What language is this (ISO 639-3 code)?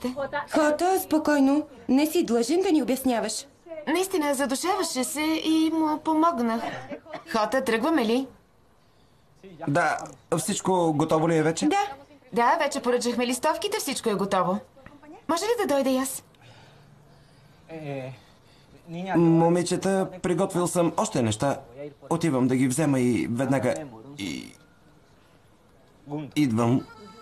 bul